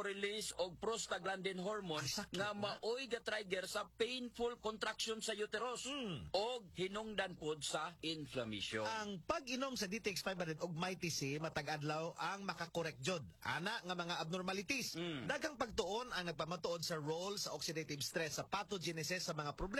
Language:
Cebuano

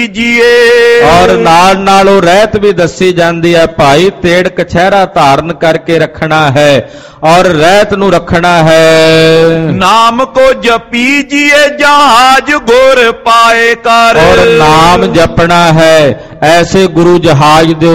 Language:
Punjabi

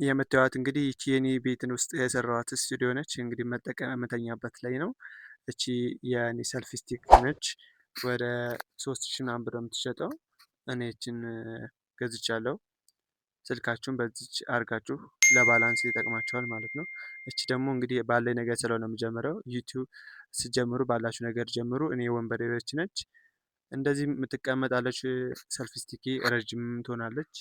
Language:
Amharic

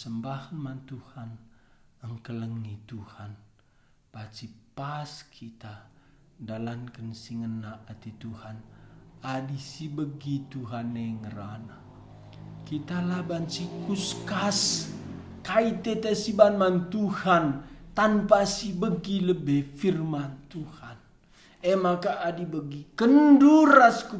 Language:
Batak Karo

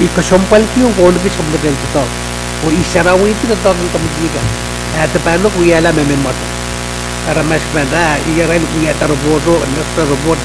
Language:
Pohnpeian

